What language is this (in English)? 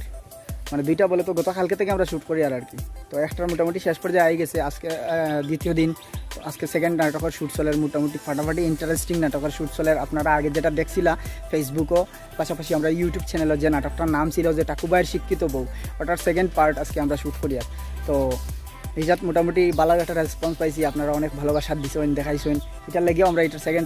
Sylheti